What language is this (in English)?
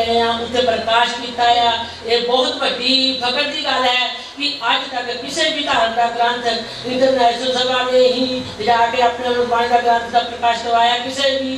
Punjabi